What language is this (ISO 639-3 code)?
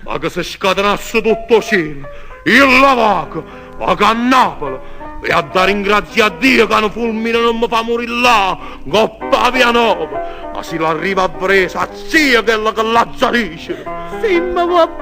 nap